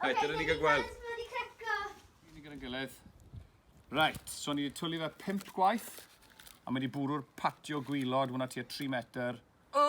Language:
Welsh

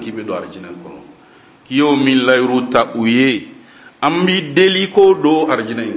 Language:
Bambara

